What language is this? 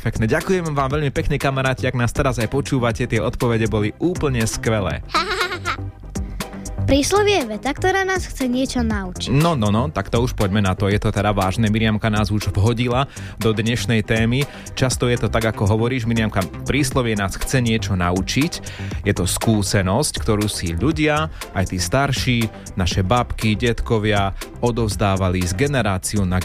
Slovak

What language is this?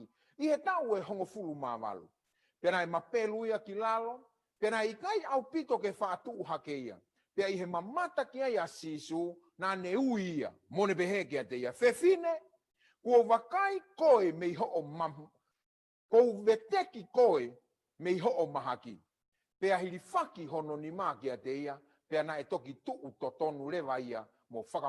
Tongan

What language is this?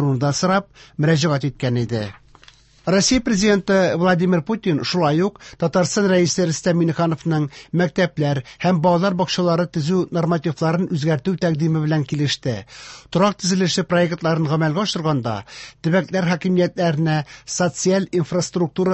Tatar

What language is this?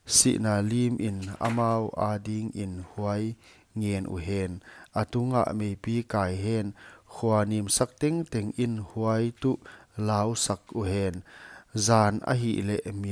Paite Chin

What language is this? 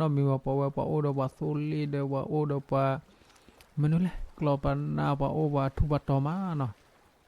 S'gaw Karen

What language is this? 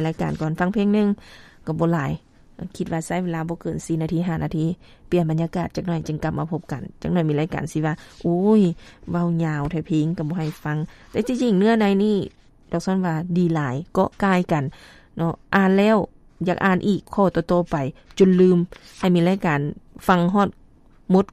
Lao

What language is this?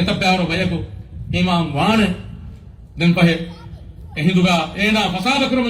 Divehi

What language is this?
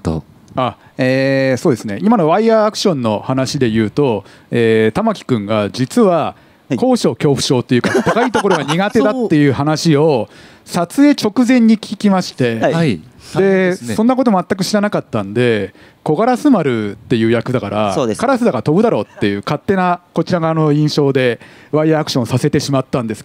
Japanese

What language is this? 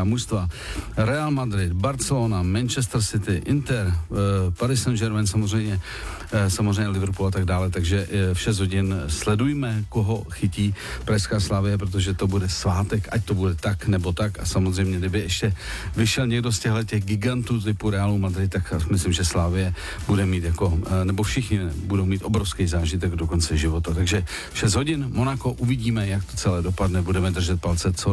Czech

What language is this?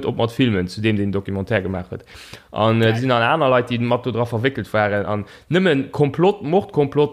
Luxembourgish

